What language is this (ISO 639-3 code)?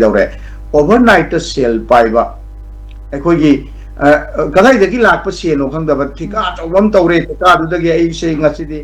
mni